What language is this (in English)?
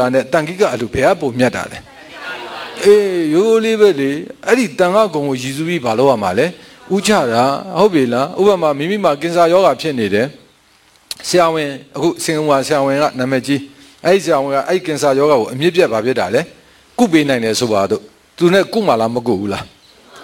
Burmese